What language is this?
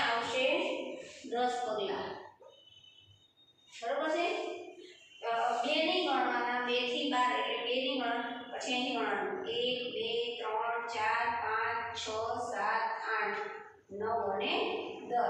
Gujarati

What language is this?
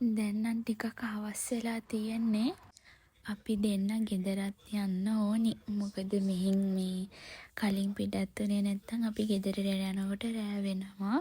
Sinhala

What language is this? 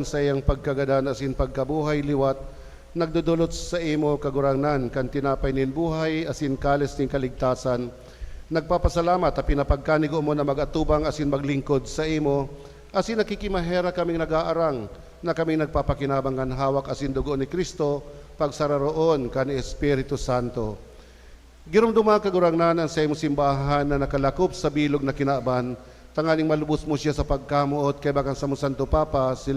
Bikol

